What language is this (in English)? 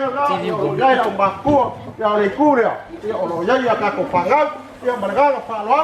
Samoan